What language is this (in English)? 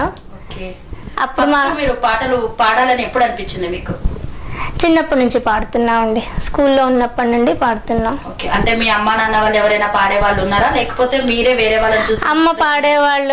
Telugu